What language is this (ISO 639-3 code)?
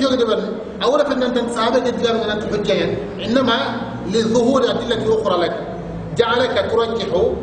ara